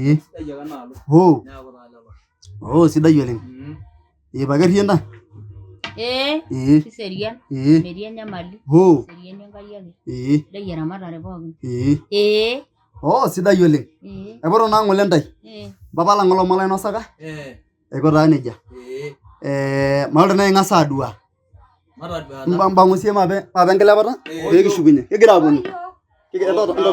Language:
Masai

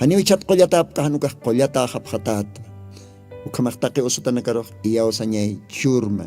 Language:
Aymara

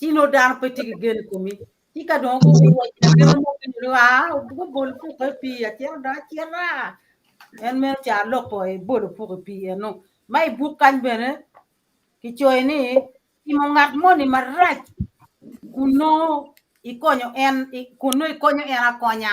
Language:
Acoli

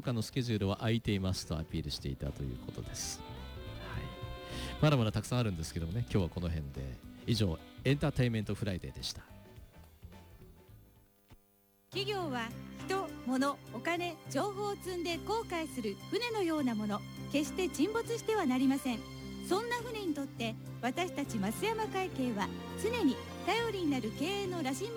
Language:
Japanese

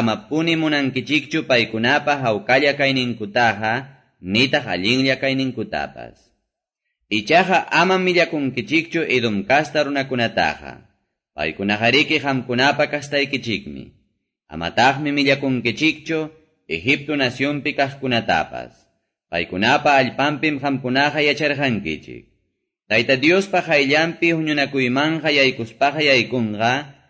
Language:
Quechua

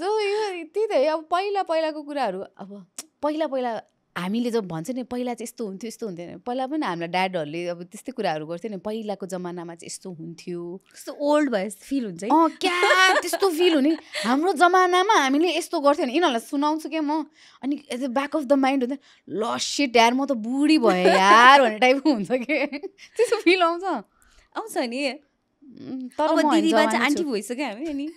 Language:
Nepali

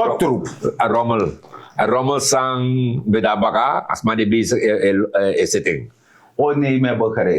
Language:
Sranan Tongo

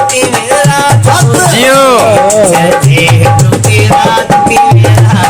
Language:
Saraiki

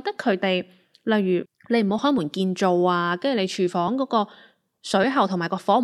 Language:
Cantonese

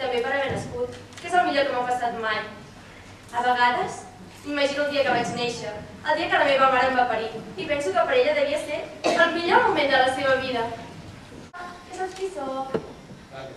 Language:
Catalan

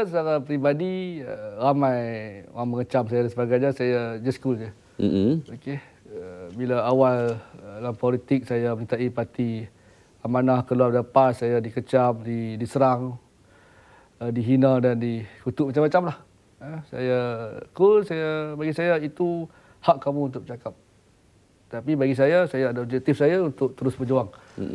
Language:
Malay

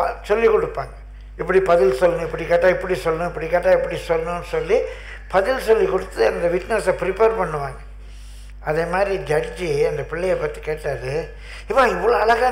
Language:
Tamil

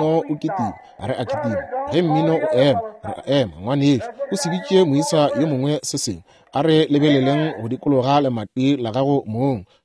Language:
Northern Sotho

